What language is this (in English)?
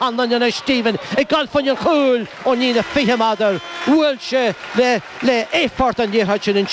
Irish